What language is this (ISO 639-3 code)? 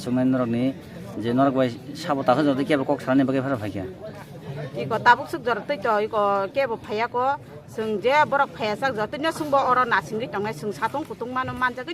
trp